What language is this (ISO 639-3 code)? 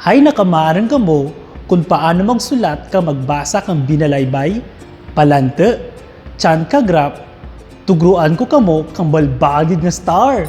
krj